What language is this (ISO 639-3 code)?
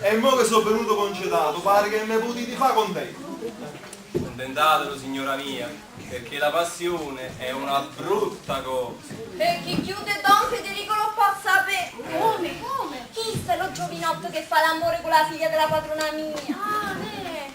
nap